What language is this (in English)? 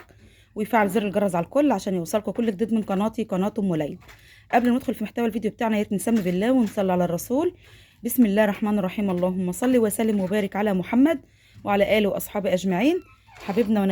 Egyptian Arabic